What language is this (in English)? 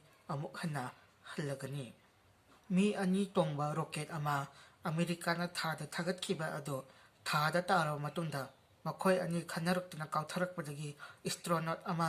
Manipuri